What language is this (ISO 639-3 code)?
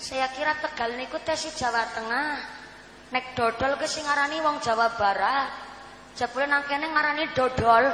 jav